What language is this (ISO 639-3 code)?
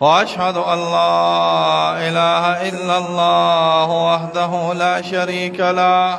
pus